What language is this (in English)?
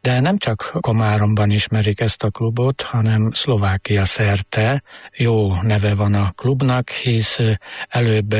Hungarian